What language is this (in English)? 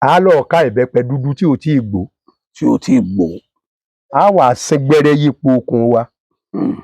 Yoruba